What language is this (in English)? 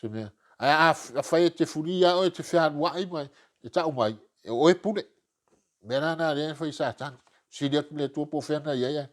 Samoan